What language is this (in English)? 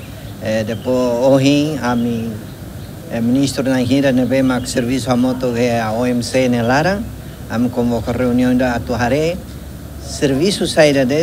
Tetum